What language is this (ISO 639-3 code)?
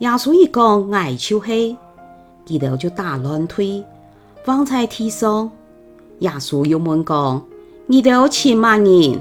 hak